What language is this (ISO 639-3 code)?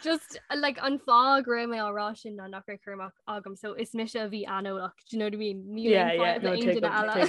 gle